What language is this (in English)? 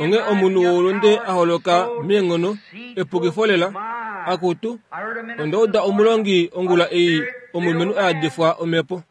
Kuanyama